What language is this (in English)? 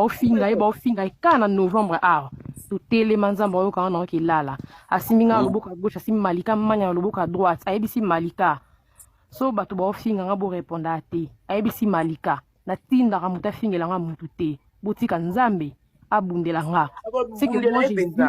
Lingala